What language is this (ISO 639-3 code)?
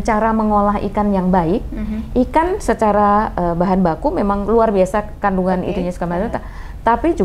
ind